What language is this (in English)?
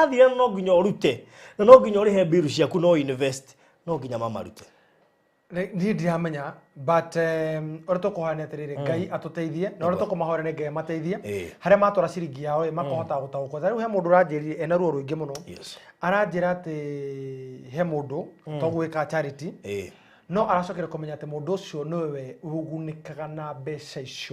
Kikuyu